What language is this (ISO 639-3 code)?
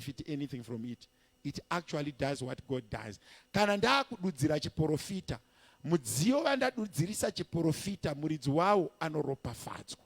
sna